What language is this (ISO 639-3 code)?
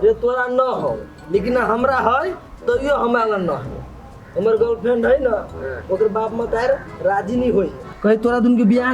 mai